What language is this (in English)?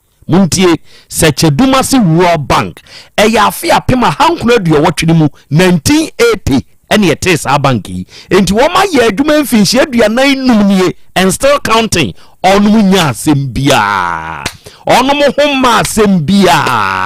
Akan